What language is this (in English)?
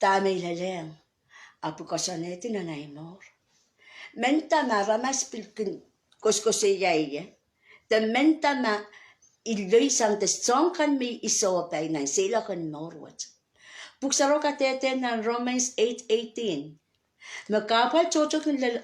Pohnpeian